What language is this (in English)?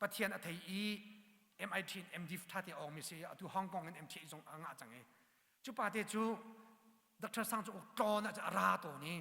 Hakha Chin